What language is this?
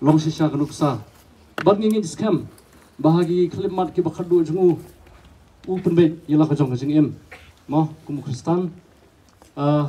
Khasi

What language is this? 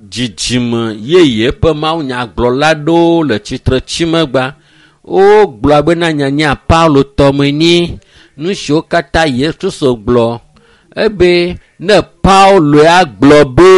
Ewe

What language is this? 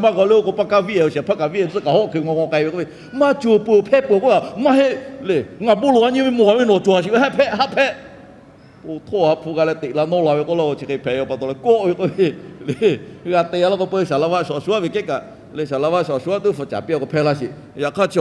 Lahu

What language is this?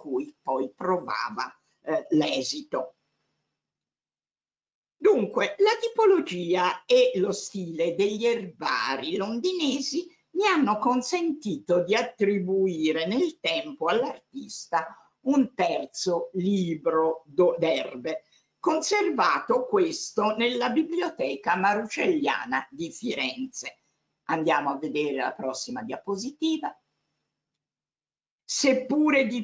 Italian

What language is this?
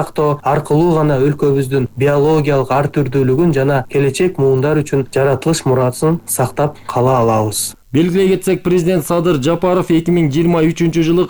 Kyrgyz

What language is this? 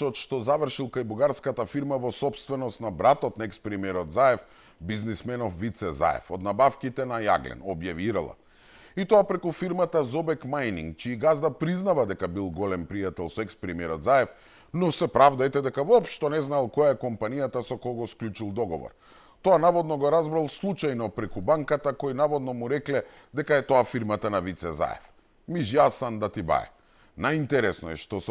Macedonian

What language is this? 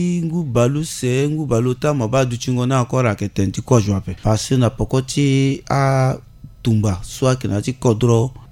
Sango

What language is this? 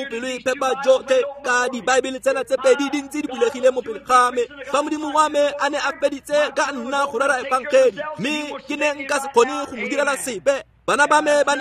Tswana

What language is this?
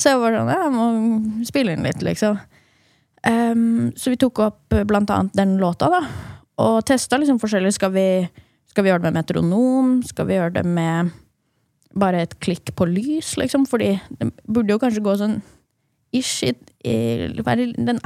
Norwegian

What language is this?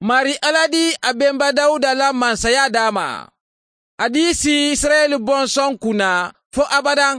Mandingo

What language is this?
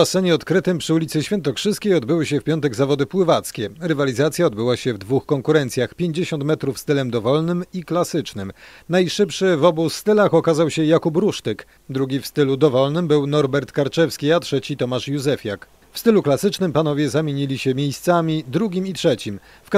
Polish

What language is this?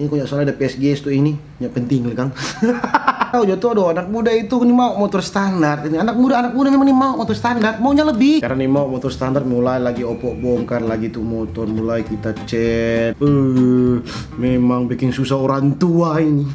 Manado Malay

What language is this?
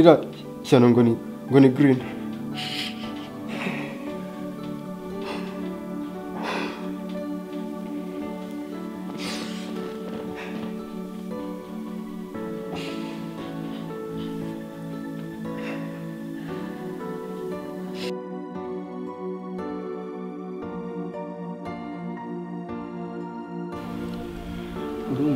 Kinyarwanda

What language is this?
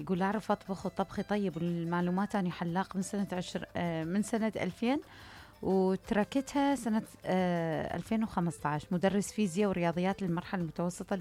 Mesopotamian Arabic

